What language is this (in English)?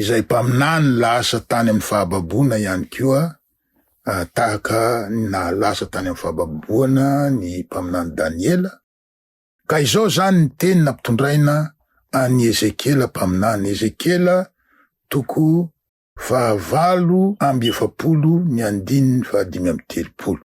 Malagasy